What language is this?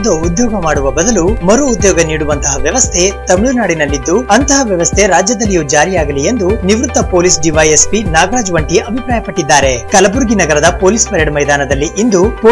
Kannada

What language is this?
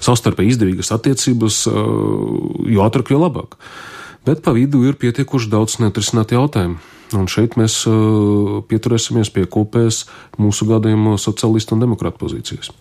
Latvian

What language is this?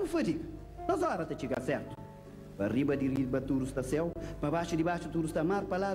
Kabuverdianu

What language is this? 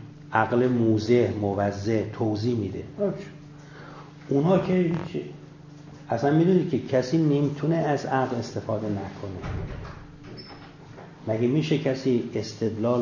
Persian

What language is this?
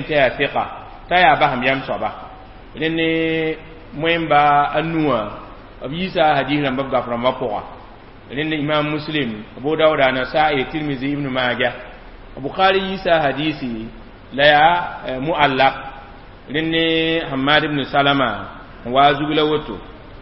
Mossi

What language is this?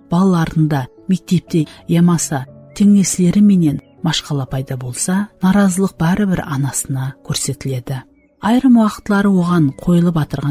Kara-Kalpak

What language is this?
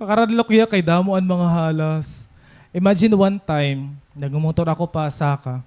Waray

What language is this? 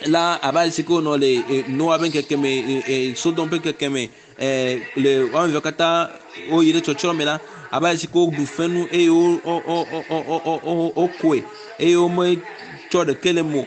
Ewe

